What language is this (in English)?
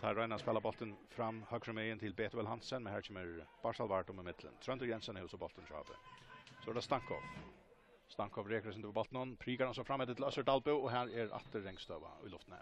Faroese